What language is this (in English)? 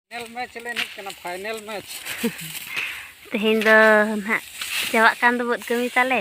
Santali